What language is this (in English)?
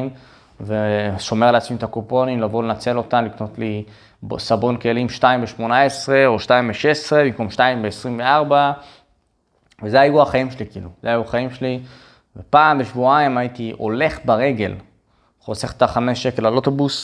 Hebrew